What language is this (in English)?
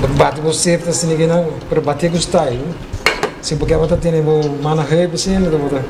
Papiamento